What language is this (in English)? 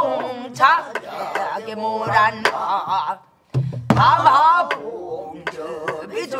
Korean